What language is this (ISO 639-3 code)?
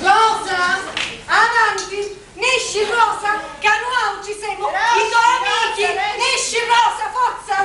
scn